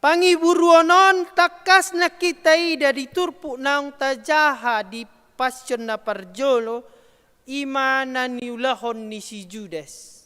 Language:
Batak Toba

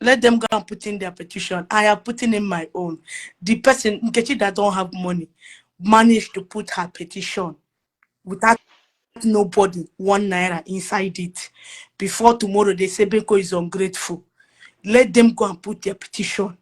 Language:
Igbo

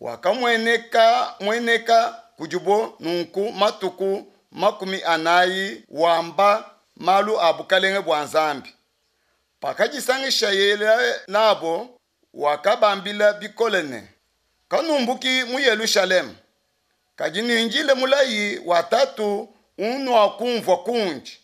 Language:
Luba-Lulua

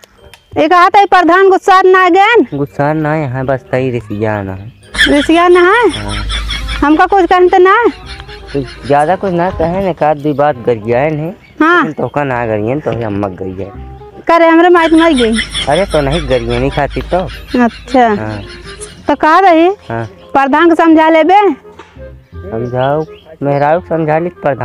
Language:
Awadhi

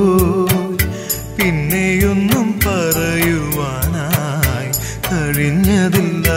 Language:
Malayalam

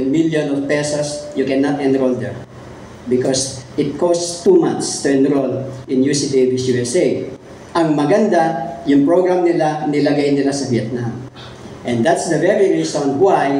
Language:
Filipino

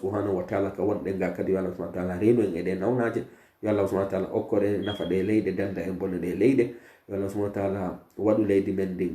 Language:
Pular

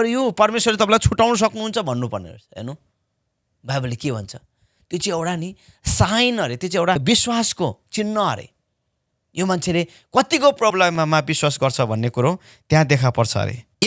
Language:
Nepali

